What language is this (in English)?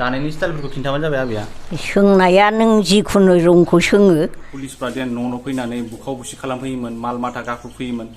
Bodo